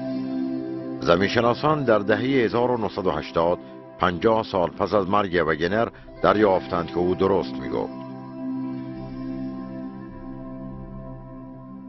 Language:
Persian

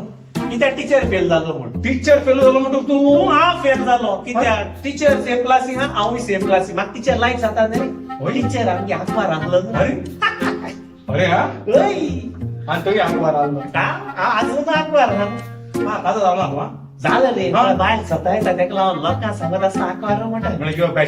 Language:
Konkani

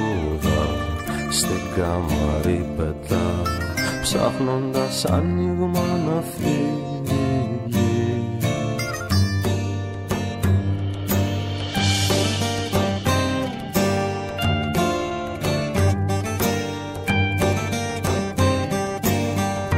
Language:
Greek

